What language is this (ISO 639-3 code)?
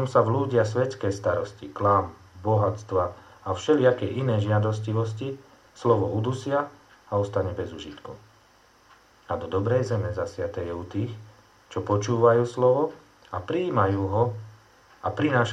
slk